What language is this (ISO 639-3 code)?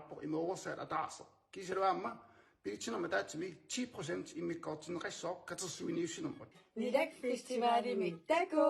kal